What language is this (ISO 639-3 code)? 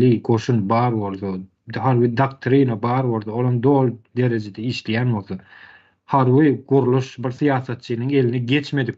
tuk